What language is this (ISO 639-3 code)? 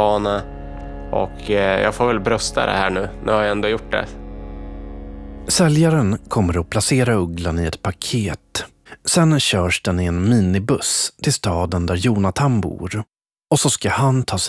swe